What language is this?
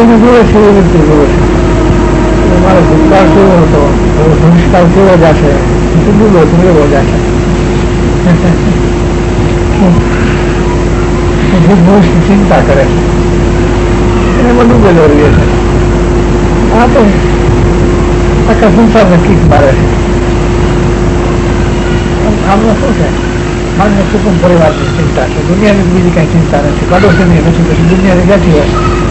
Gujarati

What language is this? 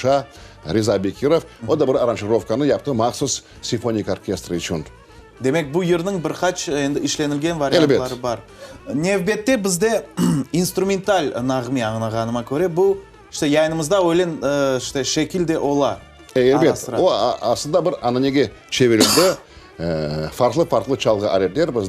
Crimean Tatar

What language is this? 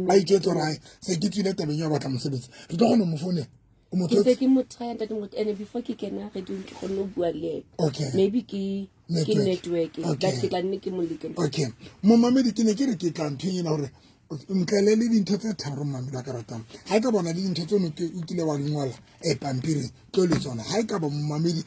Southern Sotho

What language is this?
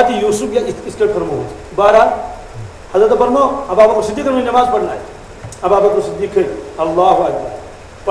Kashmiri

